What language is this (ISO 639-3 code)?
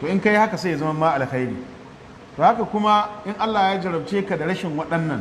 hau